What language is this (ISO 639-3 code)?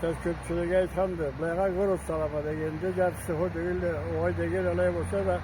krc